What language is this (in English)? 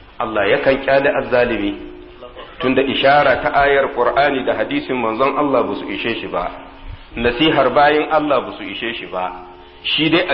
Hausa